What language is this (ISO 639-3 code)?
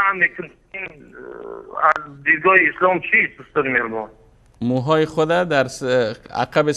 fas